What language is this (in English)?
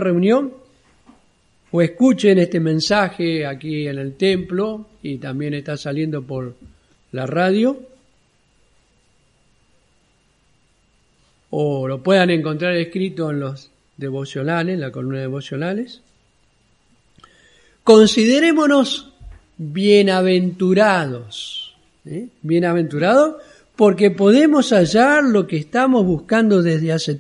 Spanish